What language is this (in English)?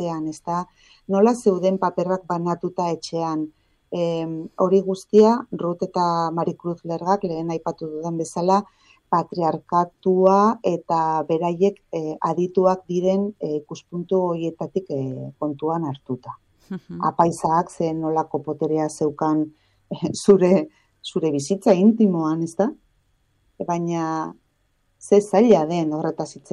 Basque